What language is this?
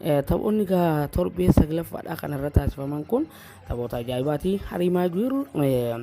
Oromo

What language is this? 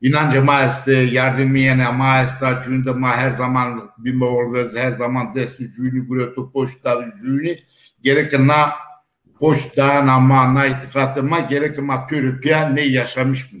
Zaza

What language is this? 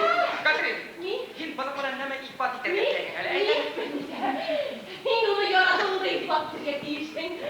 Bashkir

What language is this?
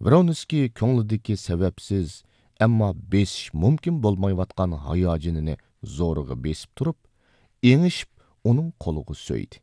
Uyghur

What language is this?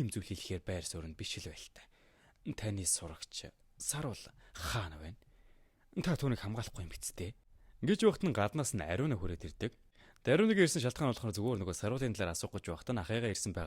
Mongolian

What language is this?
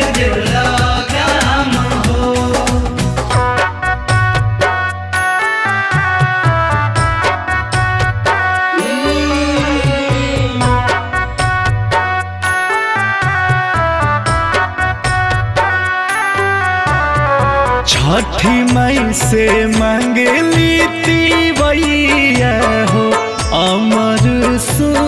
Bhojpuri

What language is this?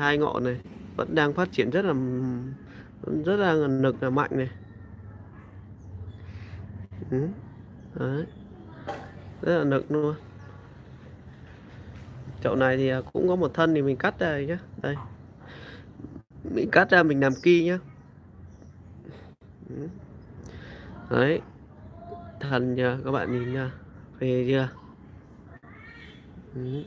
Vietnamese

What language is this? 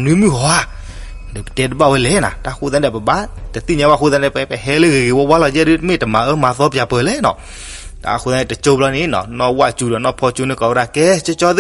S'gaw Karen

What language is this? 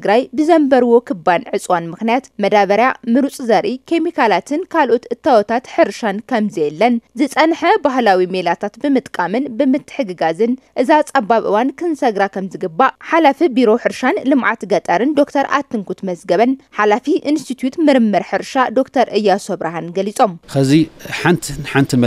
Tigrinya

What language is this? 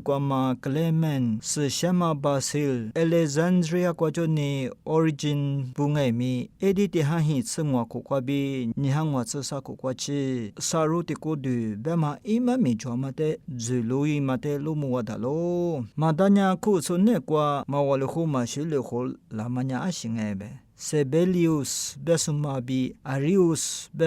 Lisu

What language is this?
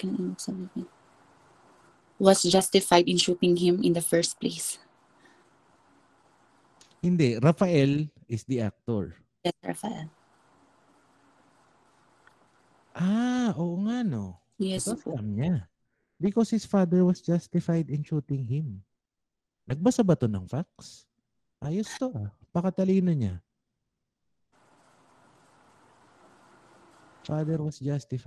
Filipino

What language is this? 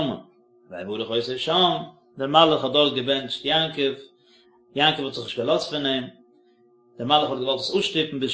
Yiddish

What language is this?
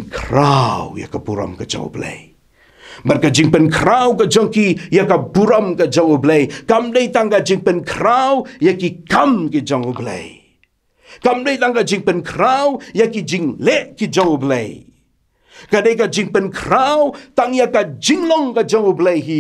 Khasi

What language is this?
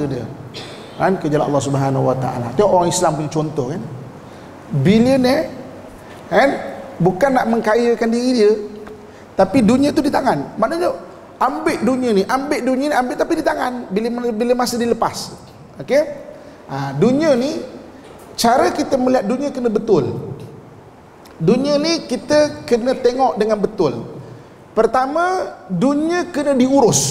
Malay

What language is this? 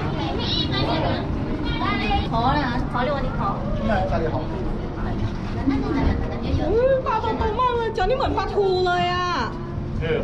Thai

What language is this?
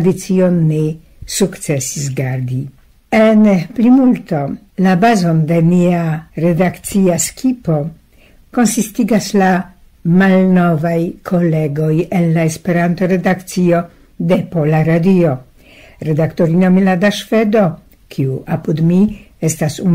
Esperanto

